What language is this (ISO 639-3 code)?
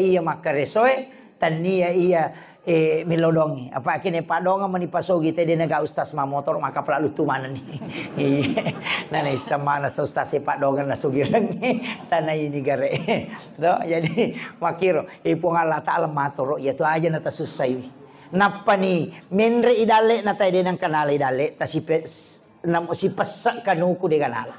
bug